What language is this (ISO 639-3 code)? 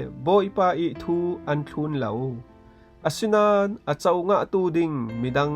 cfm